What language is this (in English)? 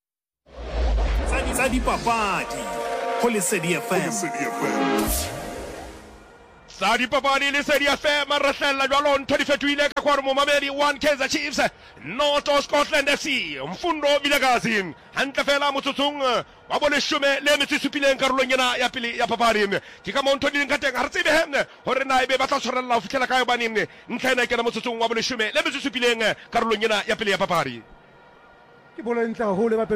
Southern Sotho